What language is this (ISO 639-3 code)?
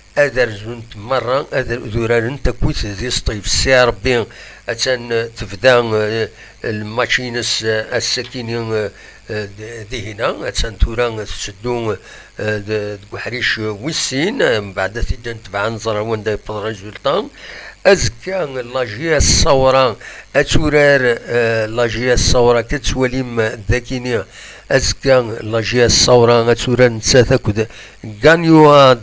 kab